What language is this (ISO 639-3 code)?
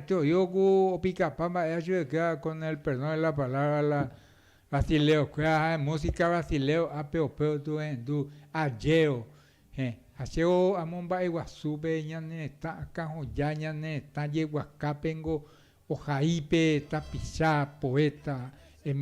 grn